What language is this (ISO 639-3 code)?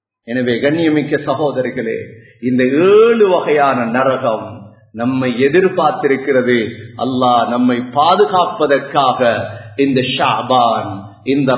tam